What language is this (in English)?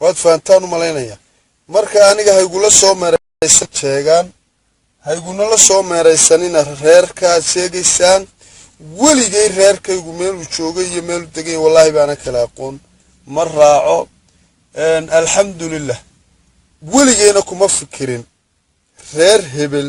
Somali